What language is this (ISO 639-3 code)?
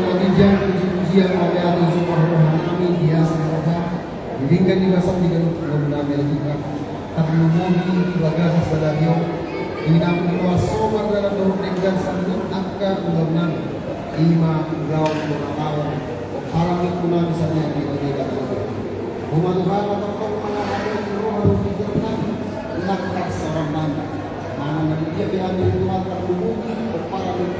bbc